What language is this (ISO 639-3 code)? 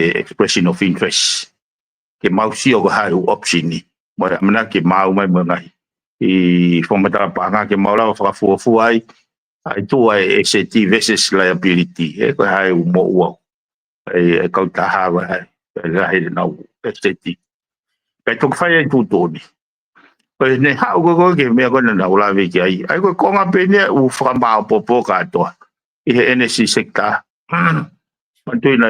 ton